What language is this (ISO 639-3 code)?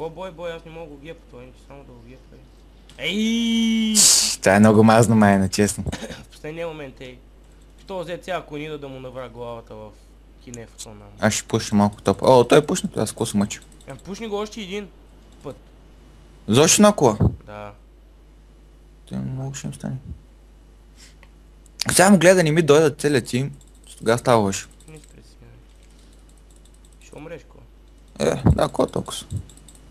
bul